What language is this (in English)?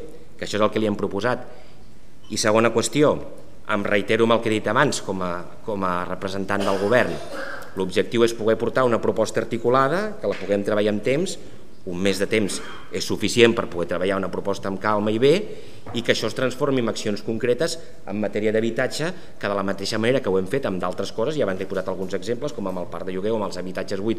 Catalan